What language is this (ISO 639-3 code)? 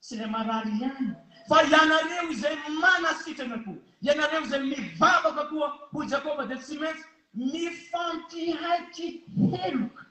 mlg